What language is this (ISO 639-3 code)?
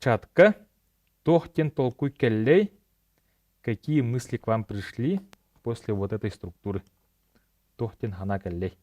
sah